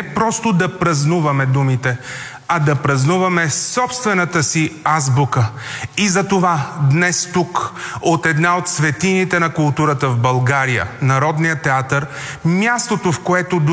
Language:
Bulgarian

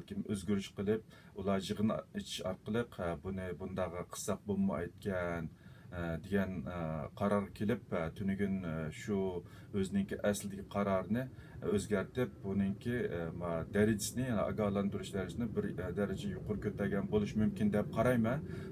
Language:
Uyghur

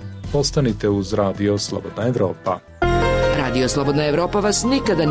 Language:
Bosnian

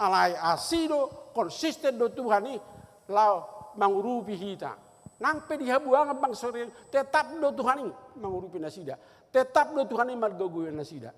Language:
Batak Toba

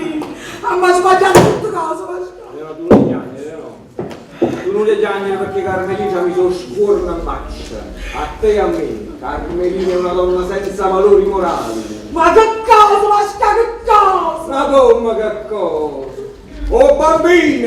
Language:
Neapolitan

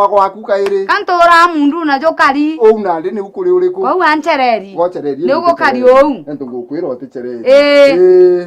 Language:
Meru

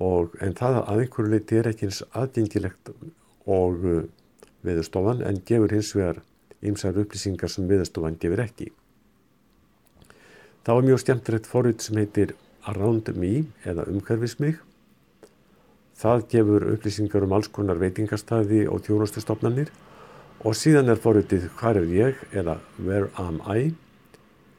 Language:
Icelandic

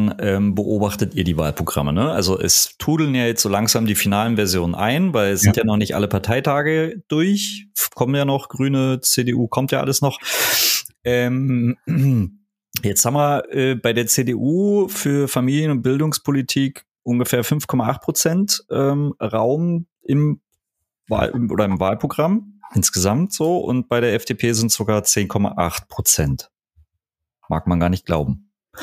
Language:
German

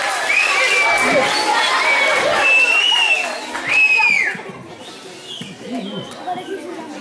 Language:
Basque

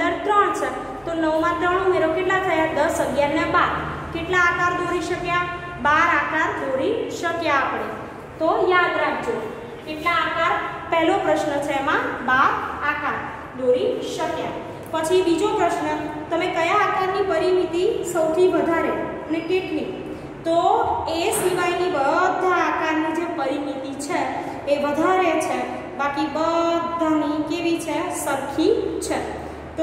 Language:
Gujarati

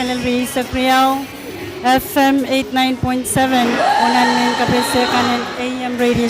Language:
Pohnpeian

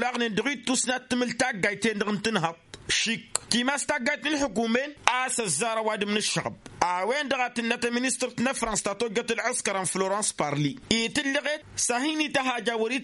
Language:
Tamasheq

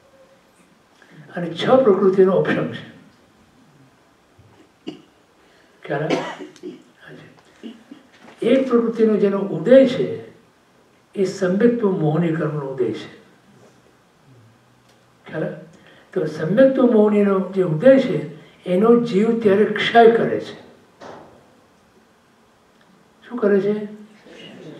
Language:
Gujarati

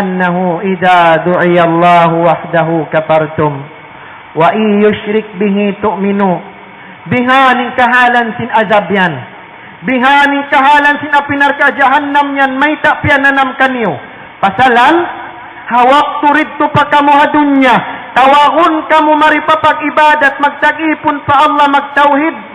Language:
Tausug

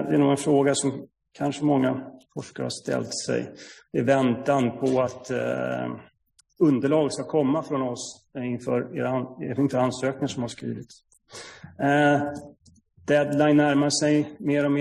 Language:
Swedish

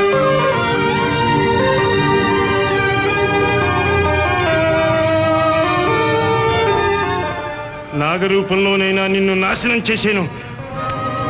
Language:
Telugu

